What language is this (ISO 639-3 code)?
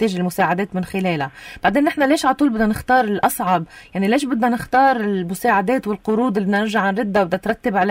apc